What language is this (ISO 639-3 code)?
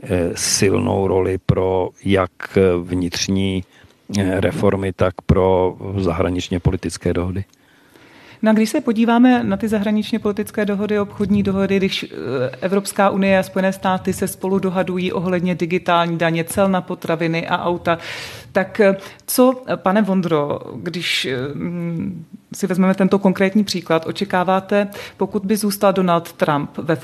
ces